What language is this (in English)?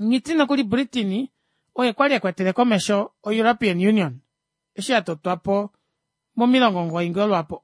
Kuanyama